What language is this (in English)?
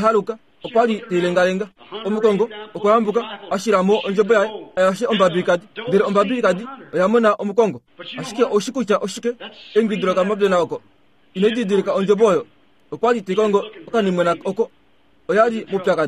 Kuanyama